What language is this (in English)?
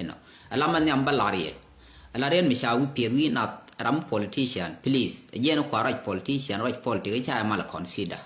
Nuer